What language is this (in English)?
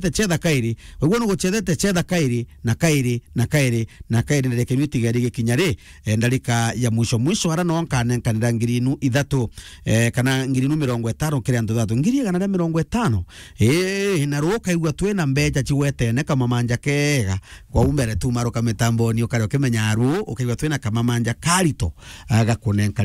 Meru